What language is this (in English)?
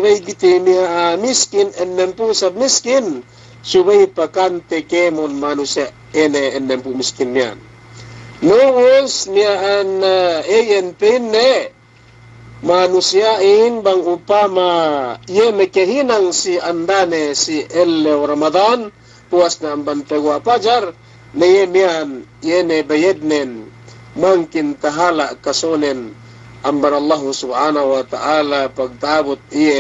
Yakan